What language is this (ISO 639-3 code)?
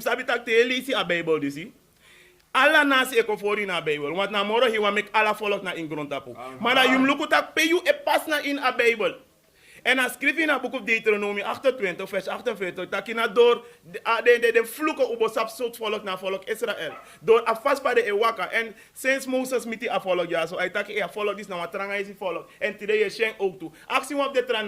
srn